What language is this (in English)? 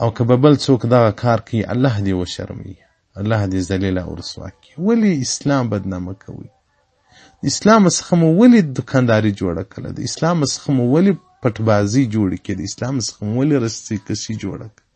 Pashto